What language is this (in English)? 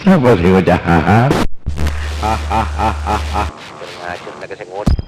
Madurese